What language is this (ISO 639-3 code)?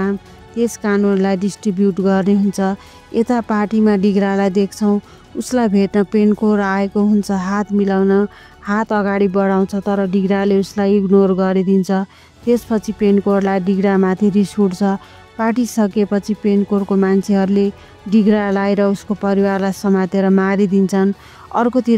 nep